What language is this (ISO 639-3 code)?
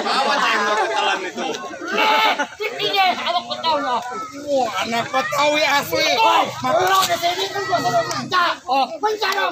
bew